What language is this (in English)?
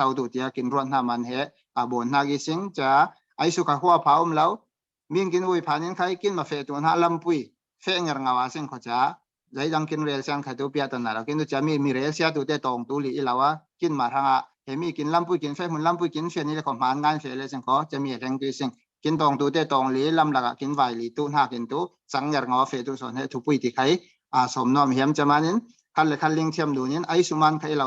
Falam Chin